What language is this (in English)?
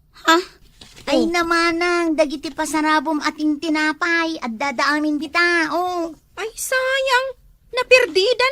Iloko